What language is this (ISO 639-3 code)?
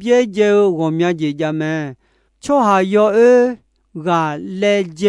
ahk